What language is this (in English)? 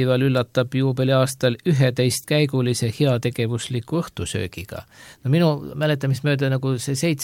Estonian